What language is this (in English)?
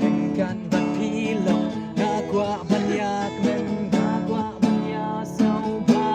Khasi